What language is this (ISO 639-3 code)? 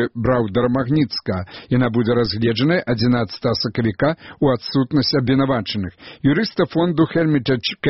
bel